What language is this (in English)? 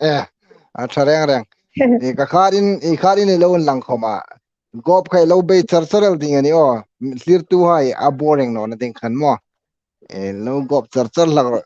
Hmar